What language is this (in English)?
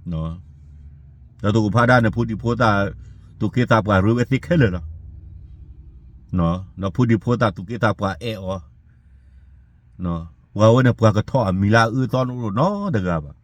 S'gaw Karen